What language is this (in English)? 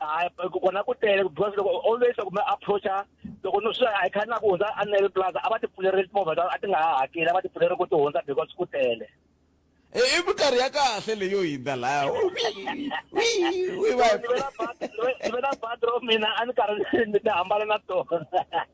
Tsonga